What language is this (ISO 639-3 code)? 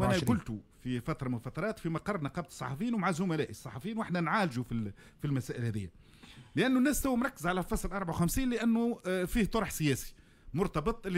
aeb